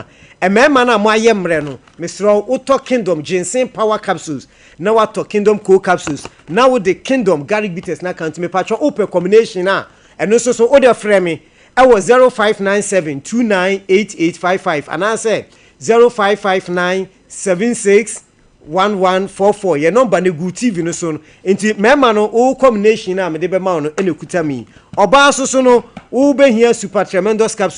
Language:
Akan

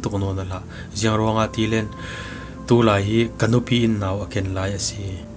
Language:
Falam Chin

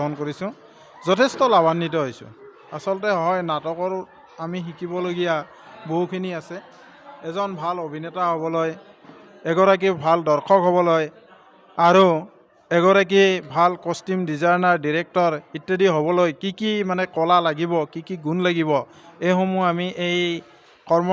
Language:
Assamese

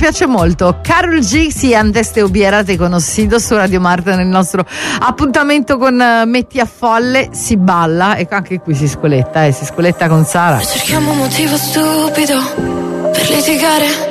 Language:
Italian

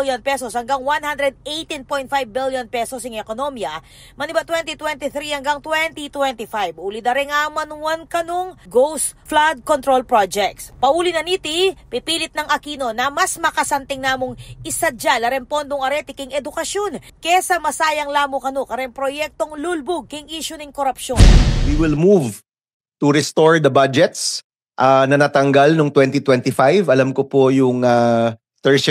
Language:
Pampanga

